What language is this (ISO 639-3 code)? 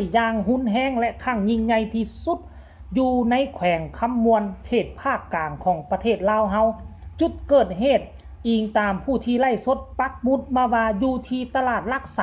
lao